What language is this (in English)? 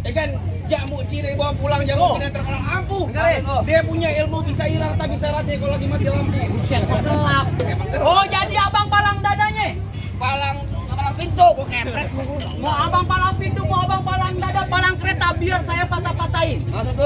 Betawi